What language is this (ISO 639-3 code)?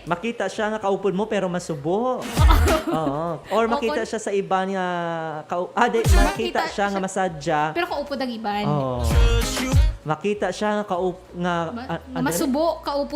hil